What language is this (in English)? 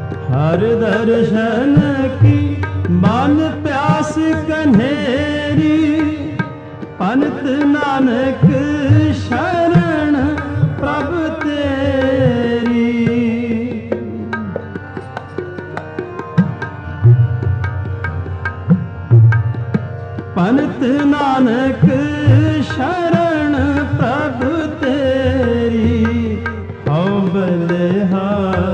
Punjabi